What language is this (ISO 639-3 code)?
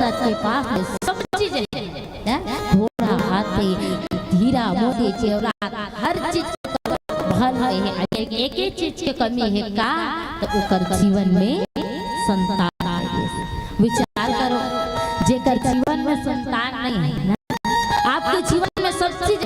hne